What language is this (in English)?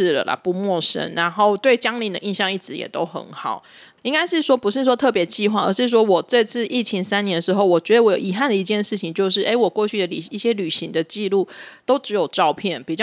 Chinese